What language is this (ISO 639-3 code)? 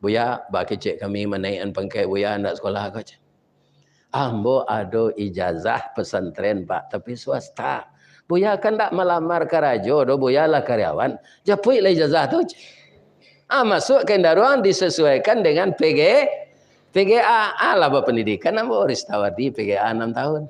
min